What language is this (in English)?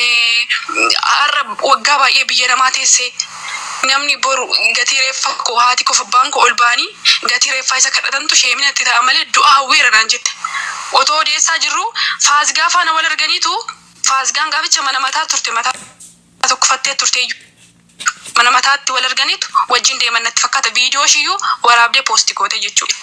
Oromo